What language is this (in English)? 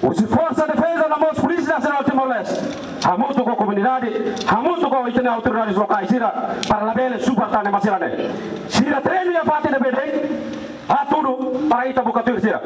Tetum